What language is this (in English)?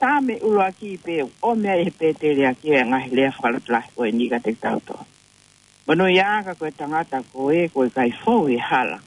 Tongan